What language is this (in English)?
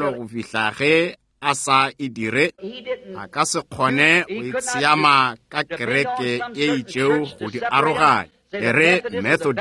Northern Sotho